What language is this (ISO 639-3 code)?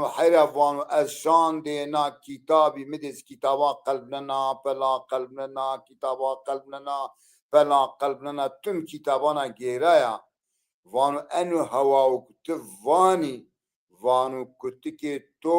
zza